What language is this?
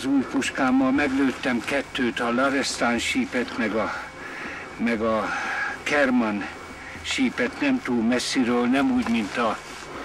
Hungarian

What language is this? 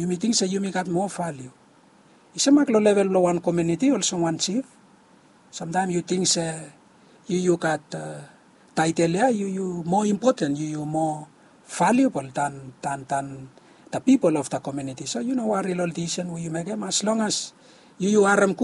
Bislama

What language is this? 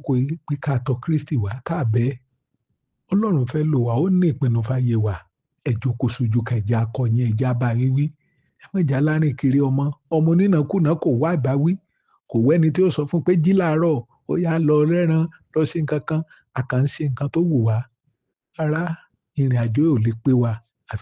Yoruba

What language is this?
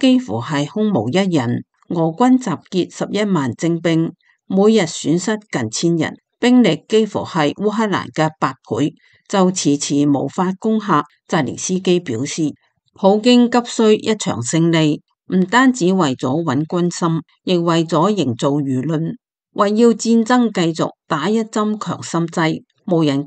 Cantonese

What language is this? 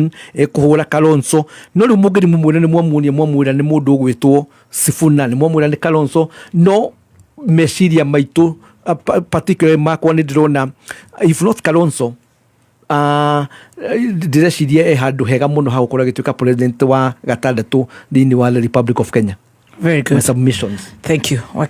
Kikuyu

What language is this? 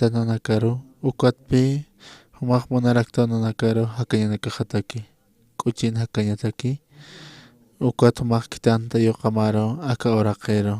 Aymara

